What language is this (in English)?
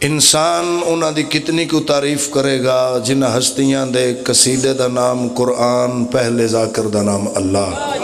Pahari-Potwari